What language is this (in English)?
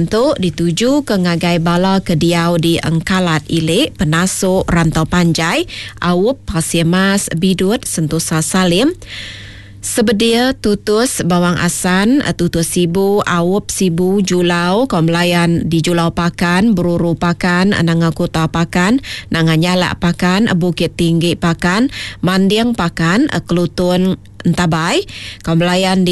Iban